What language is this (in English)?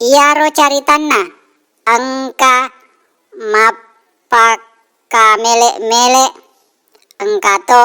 Buginese